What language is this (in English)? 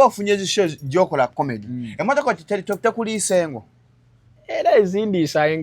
Ganda